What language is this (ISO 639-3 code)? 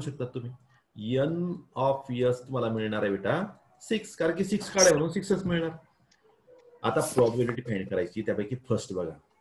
mar